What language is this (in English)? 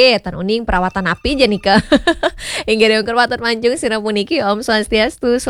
Balinese